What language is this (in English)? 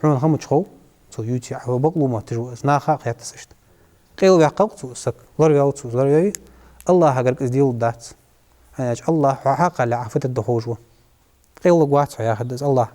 Ingush